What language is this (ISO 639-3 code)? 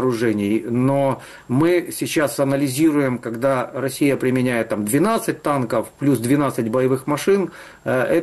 rus